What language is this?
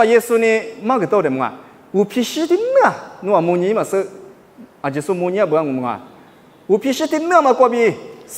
Lisu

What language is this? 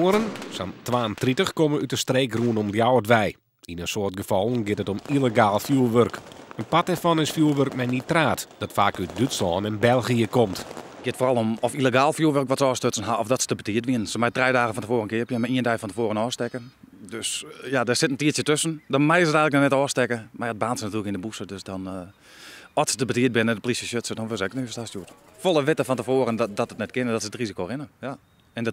Western Frisian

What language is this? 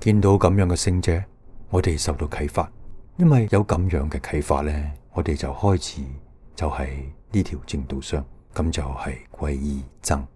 Cantonese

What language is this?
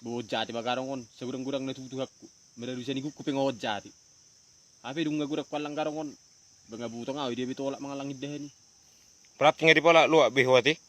Batak Toba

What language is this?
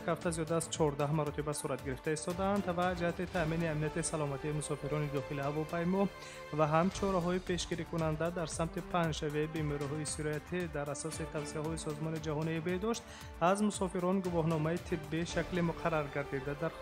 Tajik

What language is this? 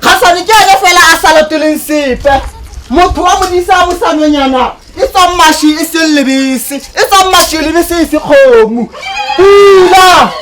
Tswana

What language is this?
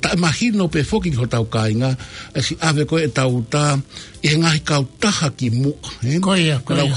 Tongan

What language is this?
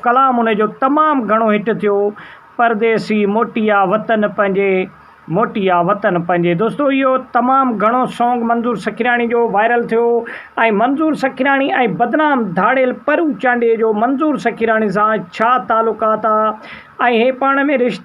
Sindhi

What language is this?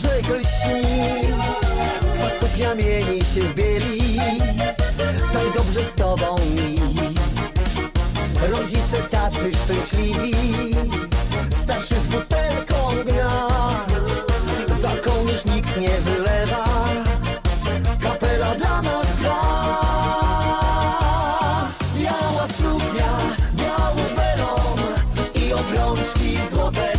Polish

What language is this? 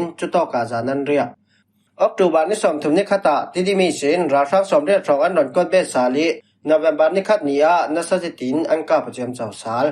Falam Chin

